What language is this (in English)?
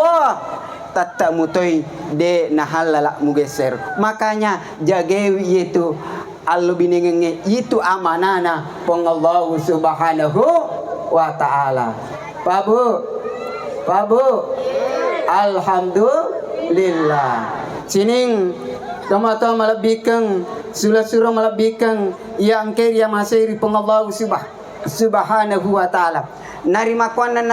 Buginese